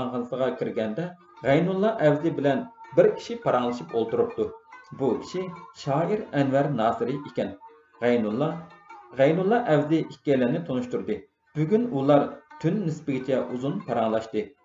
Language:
Uyghur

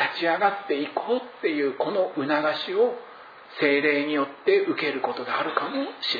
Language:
Japanese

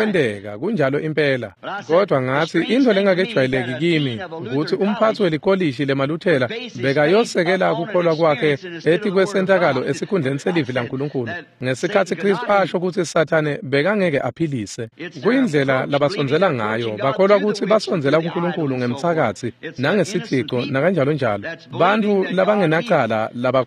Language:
Swati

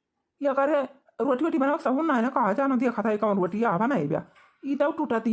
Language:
Awadhi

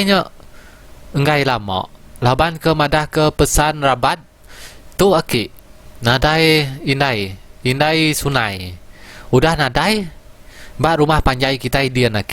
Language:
Iban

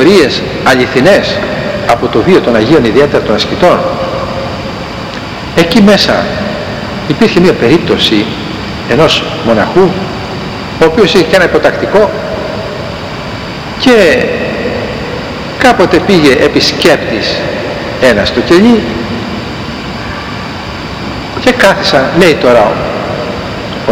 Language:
Greek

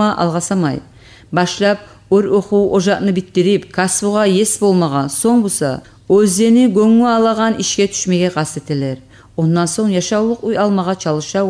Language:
Kumyk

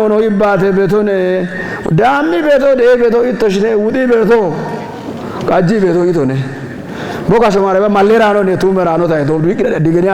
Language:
Kafa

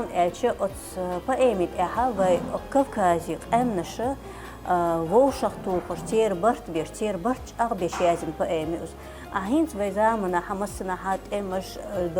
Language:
Chechen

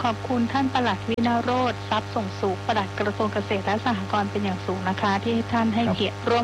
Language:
Thai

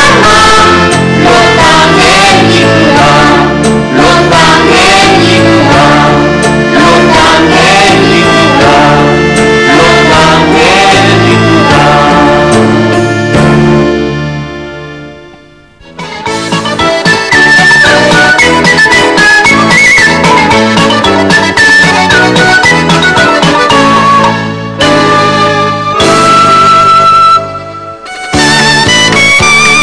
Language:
Basque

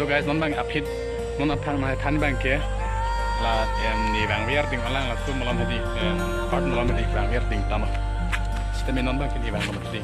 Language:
Karbi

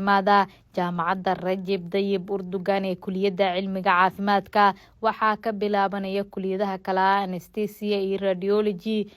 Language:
Somali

